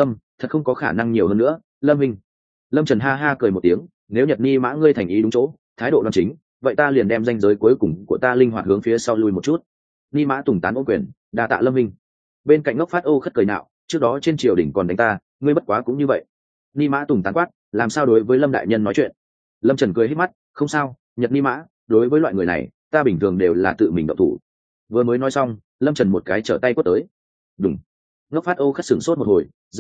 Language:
Vietnamese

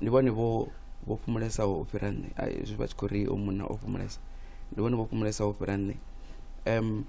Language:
Venda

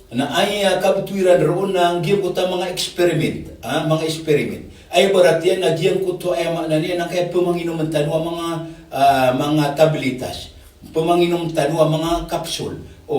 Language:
Maranao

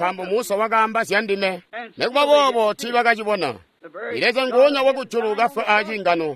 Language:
Tonga (Zambia)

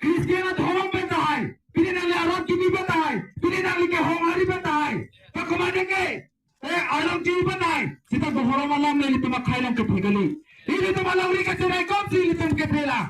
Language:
Karbi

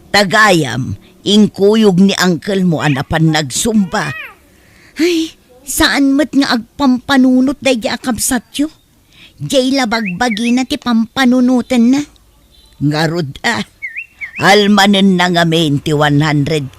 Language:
Iloko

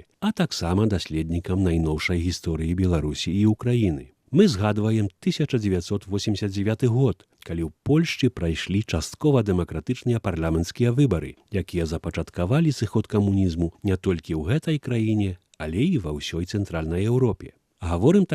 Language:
Belarusian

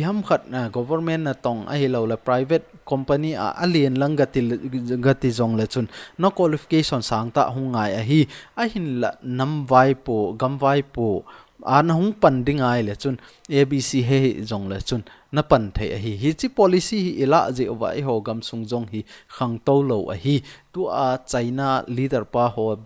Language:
Thado Chin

